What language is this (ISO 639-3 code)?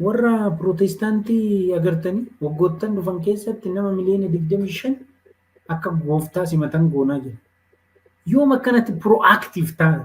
orm